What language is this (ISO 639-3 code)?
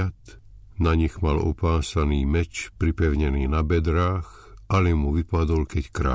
slk